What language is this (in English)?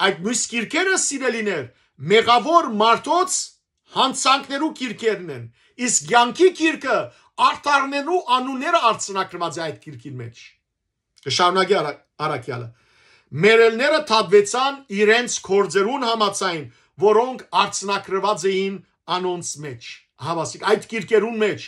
Western Armenian